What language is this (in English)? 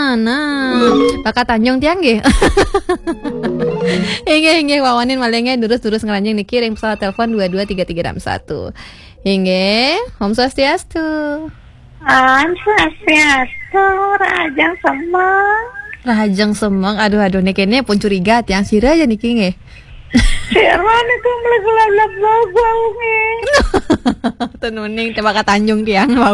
Balinese